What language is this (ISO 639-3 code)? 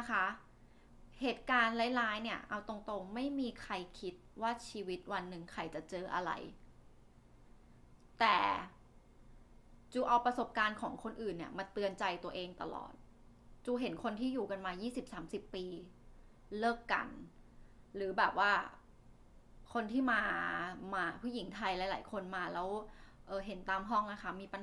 tha